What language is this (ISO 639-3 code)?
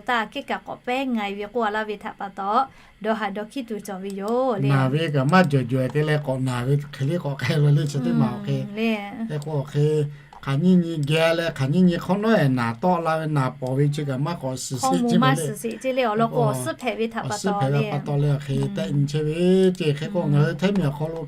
lhu